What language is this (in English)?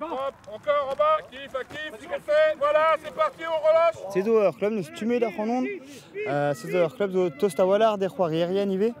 Breton